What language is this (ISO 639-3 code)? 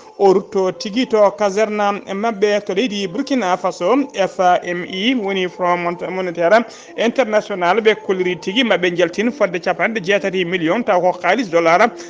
ful